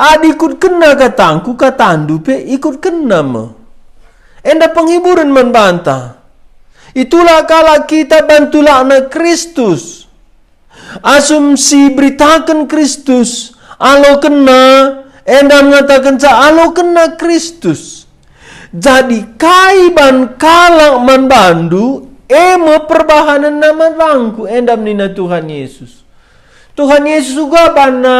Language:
Batak Karo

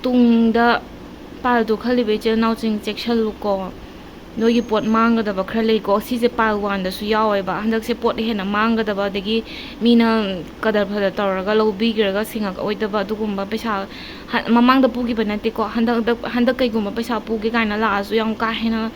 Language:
Manipuri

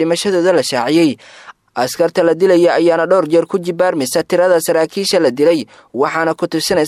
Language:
Somali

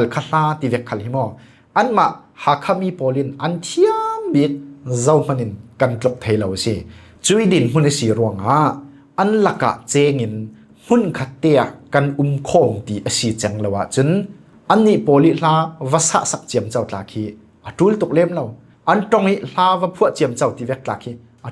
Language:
Falam Chin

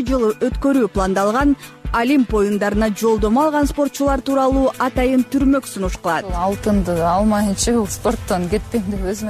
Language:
Kyrgyz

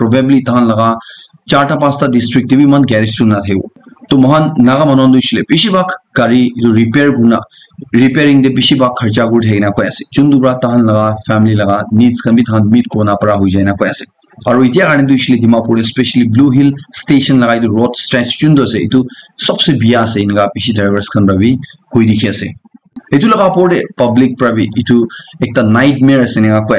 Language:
Naga Pidgin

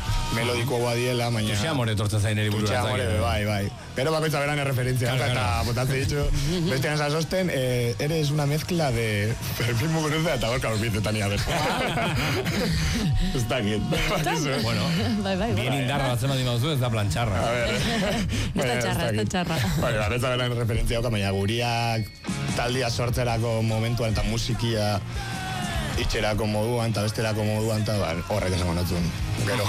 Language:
Basque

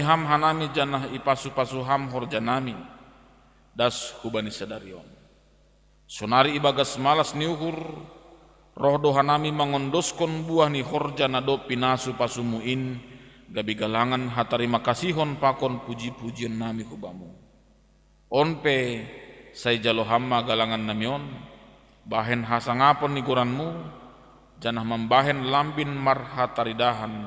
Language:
Batak Simalungun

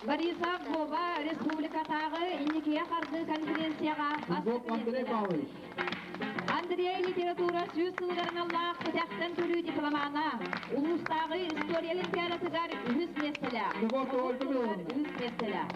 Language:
Yakut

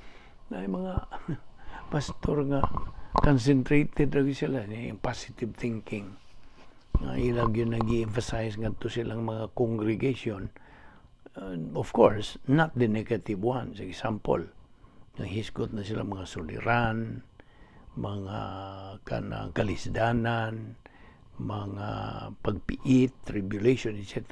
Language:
Cebuano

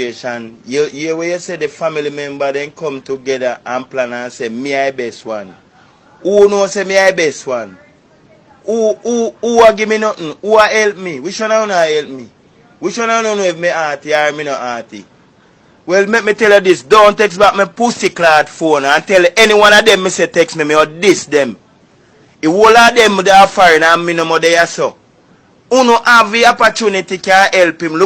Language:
Jamaican Creole English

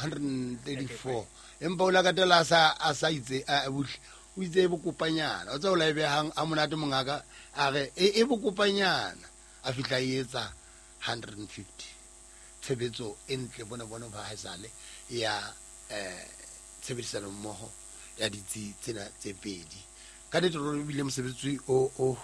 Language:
Southern Sotho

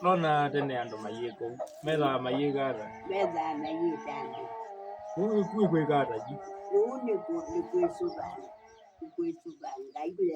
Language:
Kamba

